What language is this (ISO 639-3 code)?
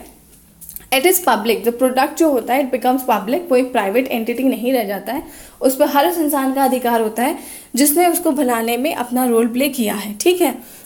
hin